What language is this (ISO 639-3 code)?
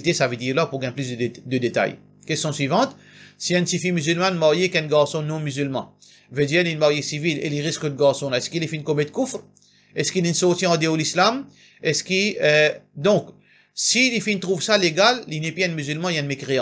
mfe